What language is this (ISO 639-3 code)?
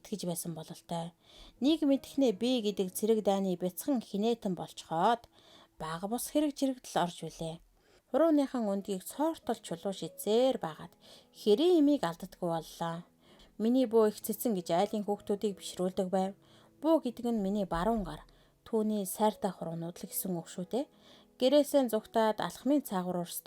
mon